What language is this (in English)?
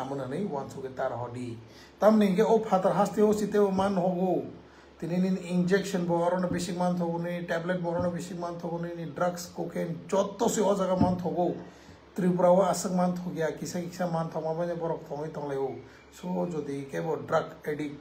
Riang (India)